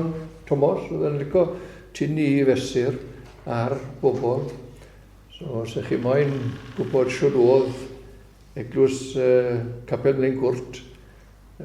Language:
Welsh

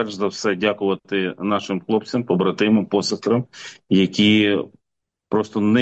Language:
Ukrainian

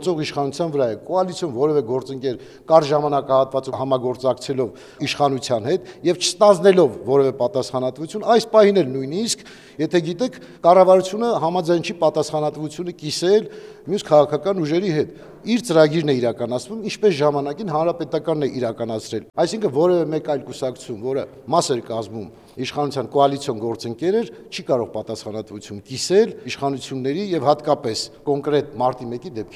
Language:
Armenian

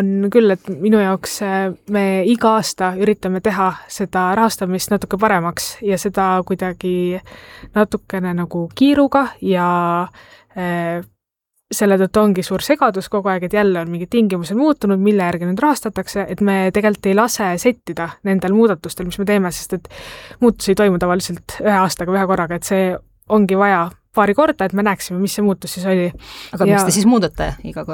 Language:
Estonian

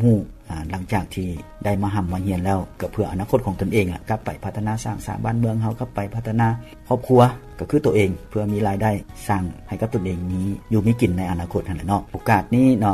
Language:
Lao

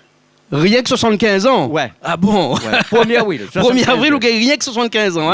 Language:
Réunion Creole French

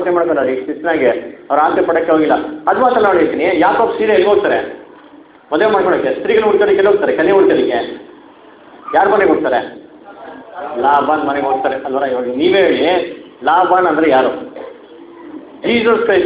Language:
Kannada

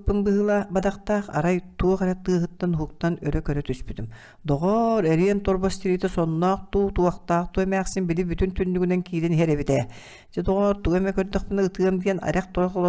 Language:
Yakut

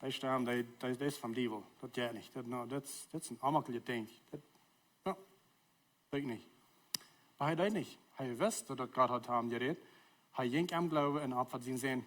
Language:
Plautdietsch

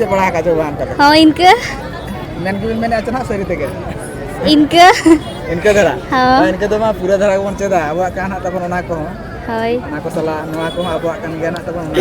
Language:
Santali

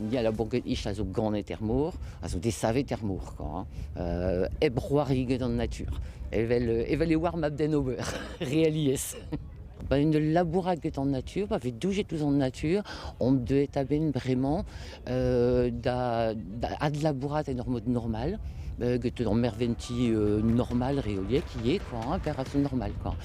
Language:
Breton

